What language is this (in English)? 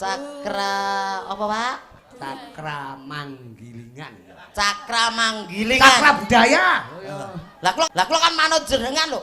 Javanese